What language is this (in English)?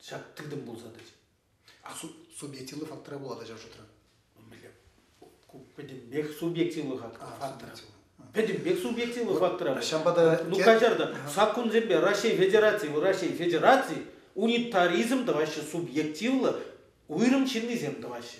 Chuvash